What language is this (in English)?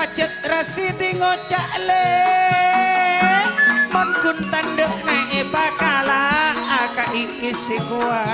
Madurese